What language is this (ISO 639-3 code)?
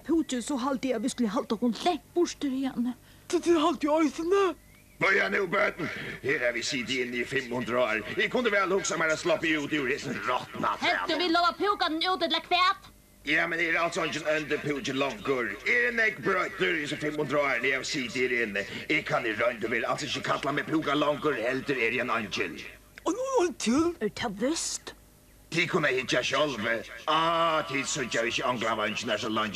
fao